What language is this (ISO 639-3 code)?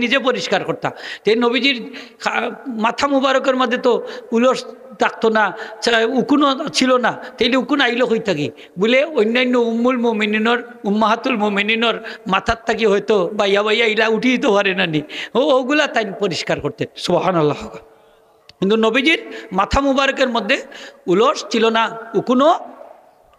syl